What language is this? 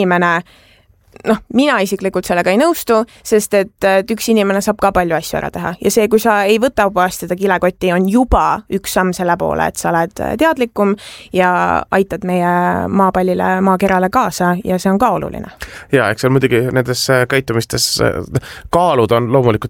Estonian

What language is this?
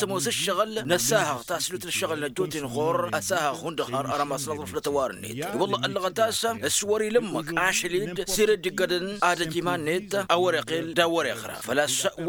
Tamasheq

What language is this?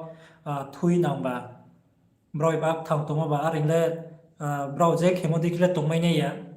Riang (India)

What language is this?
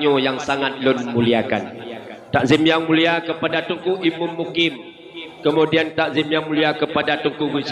Achinese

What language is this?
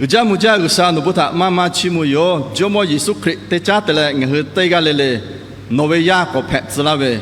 Lahu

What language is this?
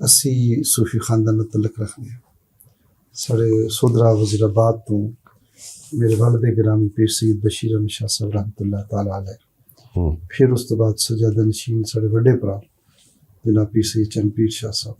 Western Panjabi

